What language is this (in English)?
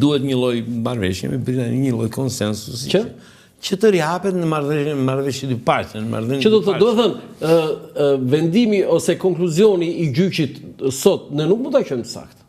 Albanian